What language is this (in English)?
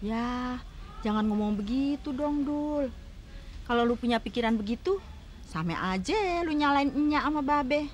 Betawi